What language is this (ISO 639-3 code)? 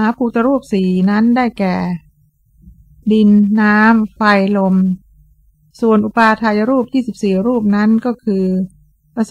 tha